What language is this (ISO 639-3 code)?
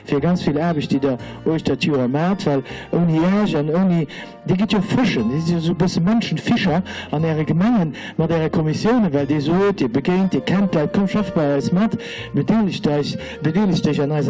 ltz